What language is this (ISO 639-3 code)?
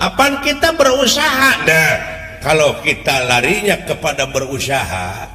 sun